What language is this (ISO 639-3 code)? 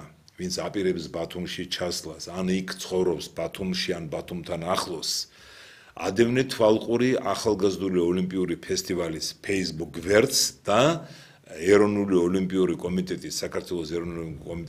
kat